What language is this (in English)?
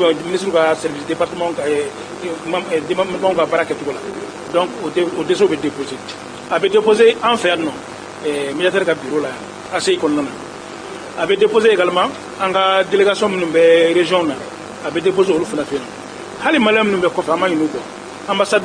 Bambara